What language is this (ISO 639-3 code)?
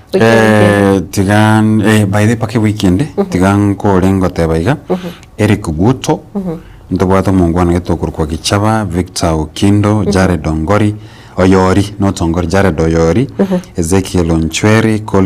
guz